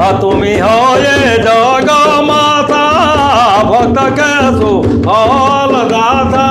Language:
Sadri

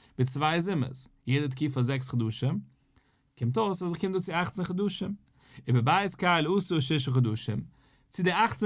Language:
Yiddish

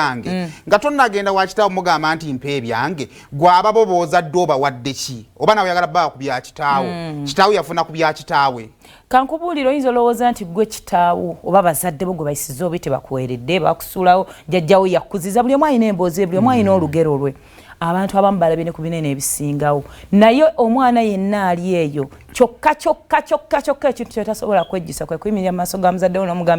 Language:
Ganda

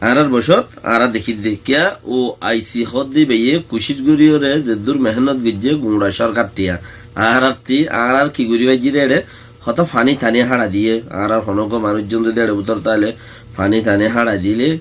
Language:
Rohingya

